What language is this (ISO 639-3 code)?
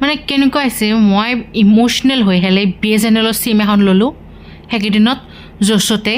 asm